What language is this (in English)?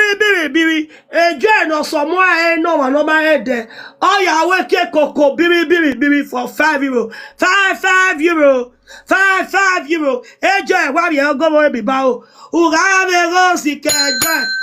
Nigerian Pidgin